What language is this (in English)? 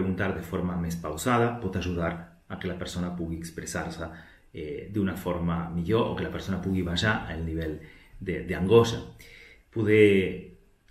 Catalan